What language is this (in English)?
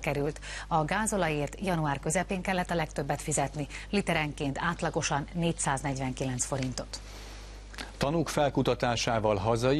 Hungarian